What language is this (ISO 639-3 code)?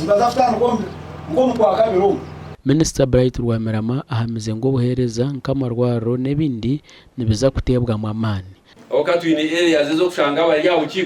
nyn